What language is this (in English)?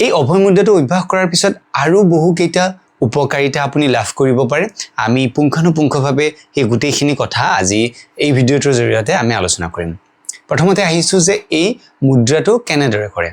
Assamese